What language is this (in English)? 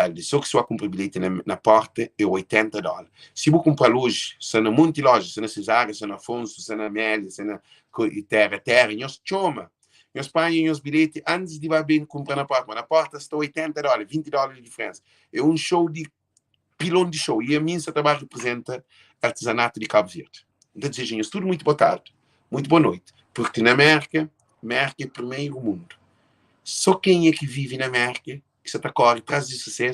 Kabuverdianu